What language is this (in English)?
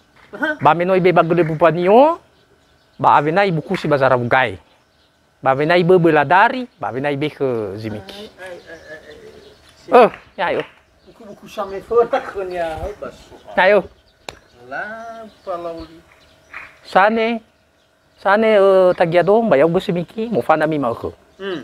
Nias